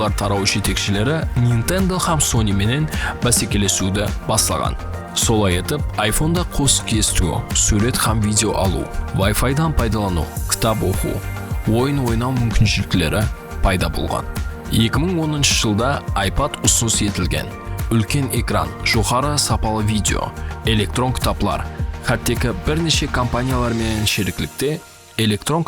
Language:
Kara-Kalpak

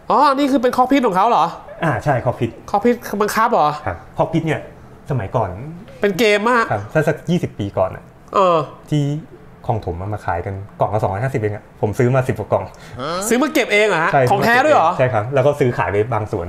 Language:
Thai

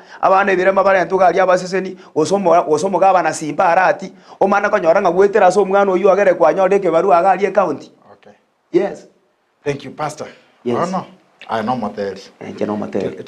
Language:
Gusii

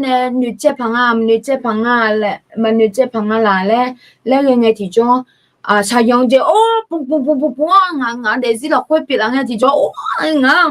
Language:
Akha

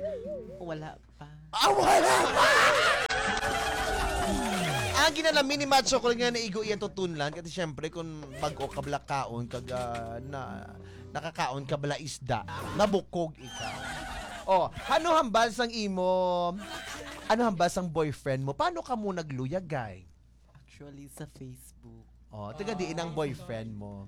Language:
Hiligaynon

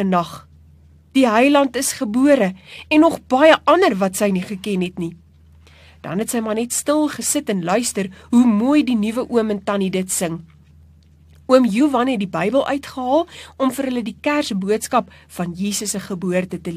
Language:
Afrikaans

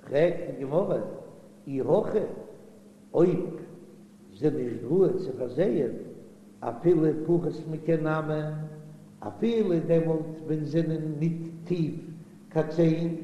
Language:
Yiddish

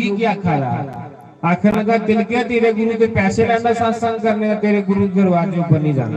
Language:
Dogri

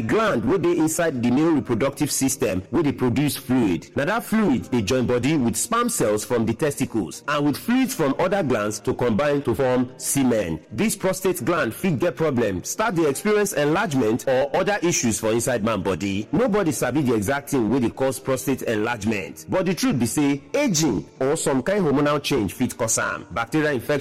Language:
Nigerian Pidgin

